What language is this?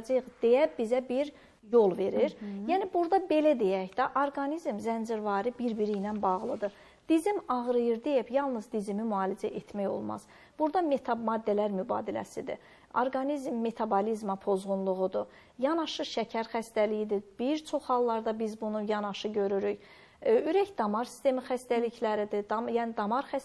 Azerbaijani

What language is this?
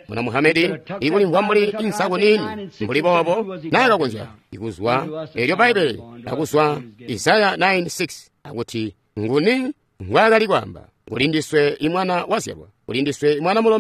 Tonga (Zambia)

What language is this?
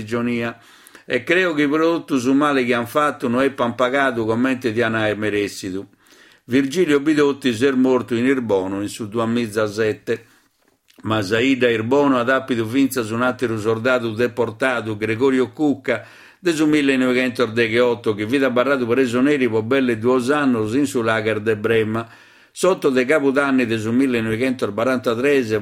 Sardinian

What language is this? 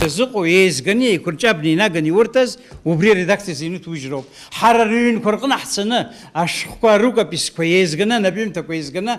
Abkhazian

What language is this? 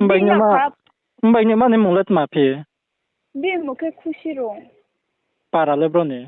Riang (India)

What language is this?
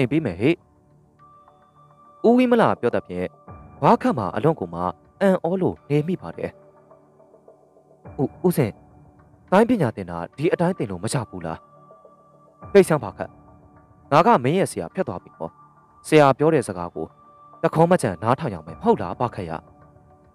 Burmese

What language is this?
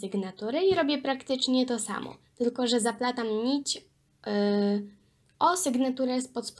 Polish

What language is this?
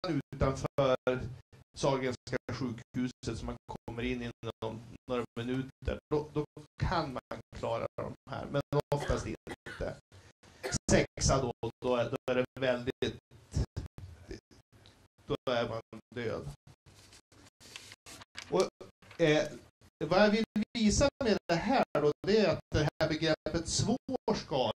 Swedish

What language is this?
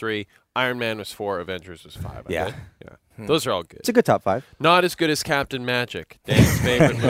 English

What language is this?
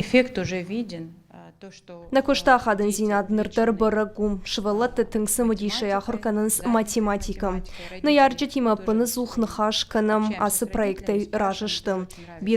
Ossetic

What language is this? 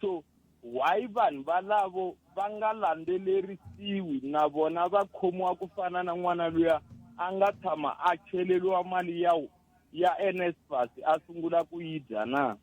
Tsonga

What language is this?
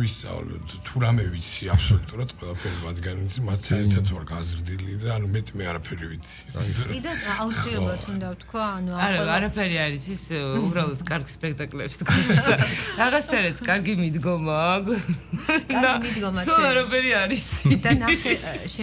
Georgian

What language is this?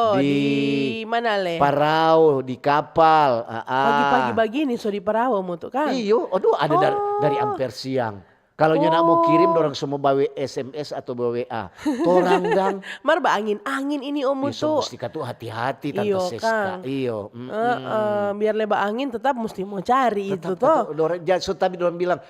Manado Malay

